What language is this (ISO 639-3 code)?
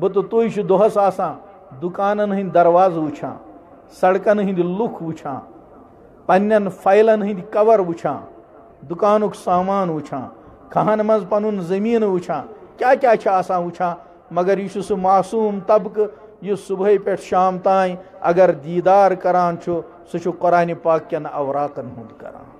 kas